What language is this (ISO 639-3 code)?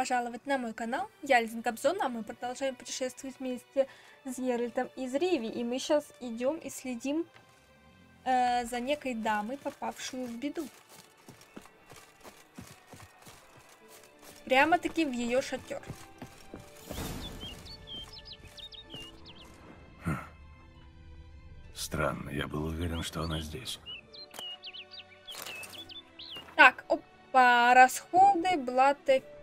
rus